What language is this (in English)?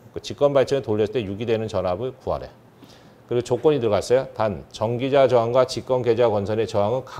Korean